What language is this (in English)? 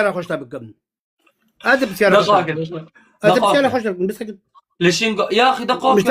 Kurdish